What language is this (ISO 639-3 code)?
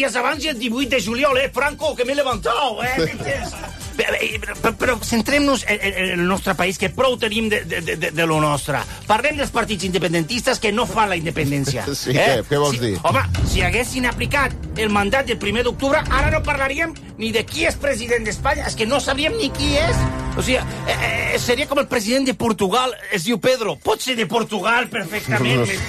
cat